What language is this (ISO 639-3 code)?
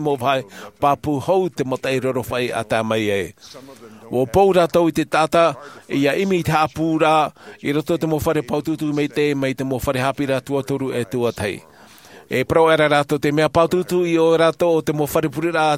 tah